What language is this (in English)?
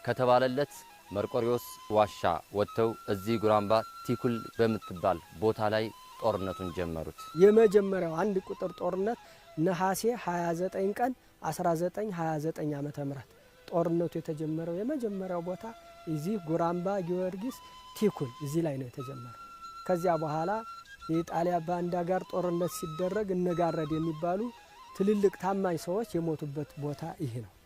Amharic